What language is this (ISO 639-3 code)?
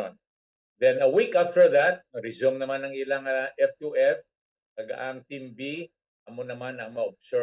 hil